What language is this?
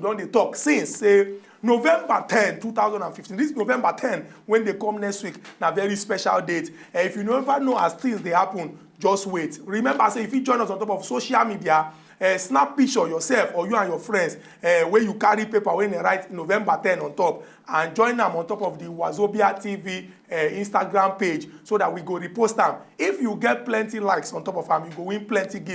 Nigerian Pidgin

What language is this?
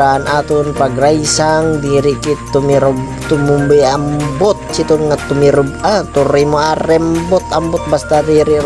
Waray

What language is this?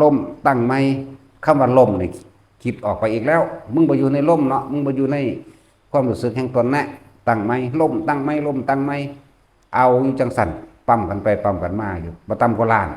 Northeastern Thai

